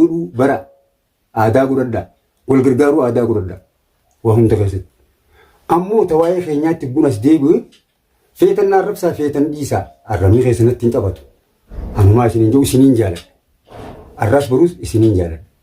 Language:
Oromo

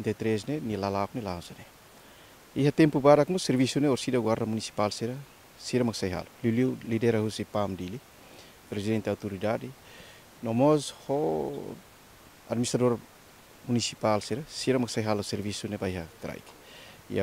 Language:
Tetum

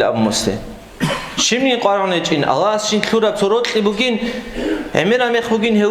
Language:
Avaric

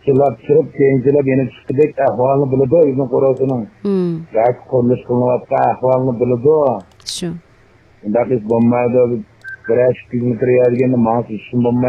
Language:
Uyghur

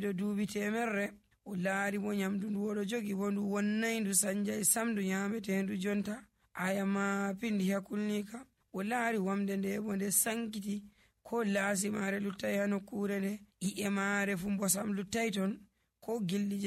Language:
Nigerian Fulfulde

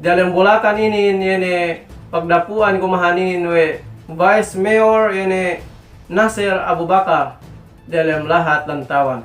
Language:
Yakan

